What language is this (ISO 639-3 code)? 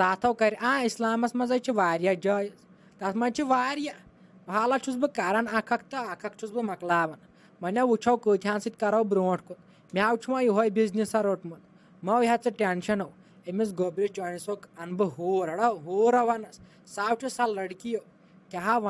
kas